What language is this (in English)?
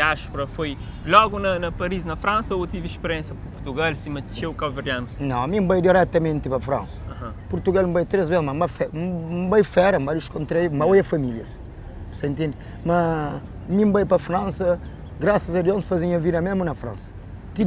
Kabuverdianu